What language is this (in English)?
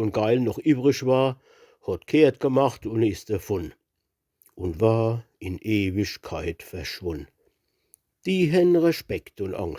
Palatine German